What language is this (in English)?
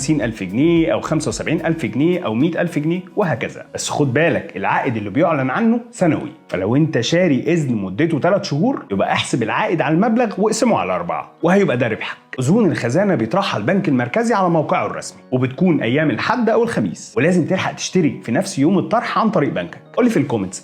Egyptian Arabic